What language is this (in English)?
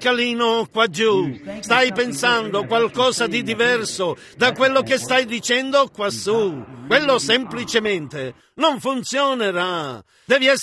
Italian